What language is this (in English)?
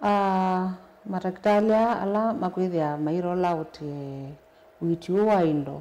Kamba